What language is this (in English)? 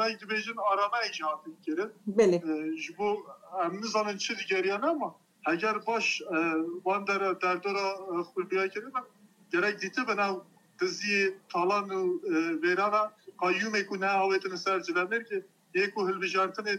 Kurdish